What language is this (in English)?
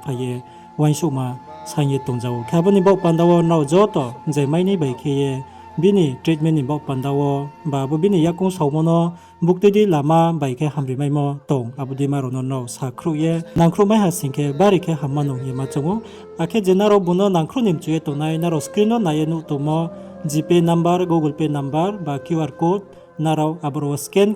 Riang (India)